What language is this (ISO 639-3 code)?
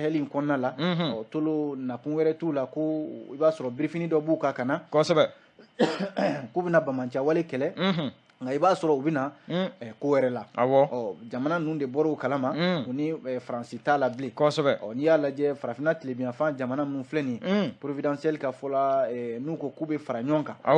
bam